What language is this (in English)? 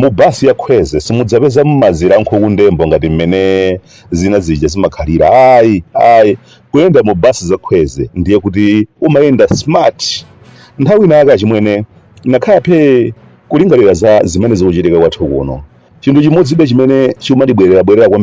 Nyanja